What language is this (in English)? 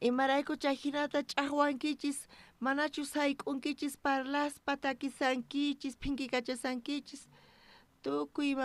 South Bolivian Quechua